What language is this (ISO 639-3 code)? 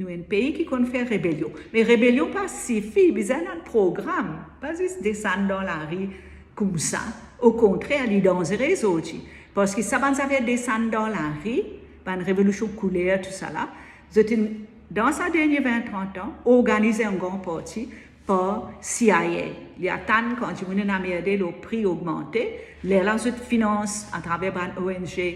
mfe